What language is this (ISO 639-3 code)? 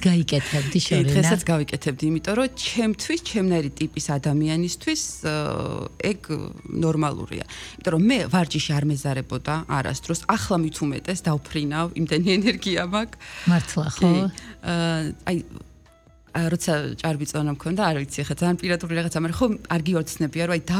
kat